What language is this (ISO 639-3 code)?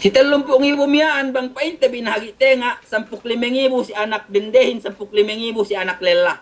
yka